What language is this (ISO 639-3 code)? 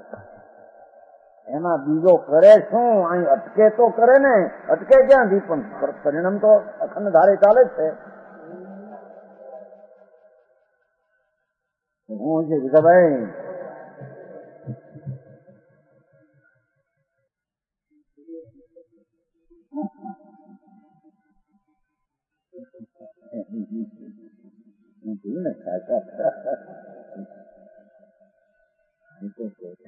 guj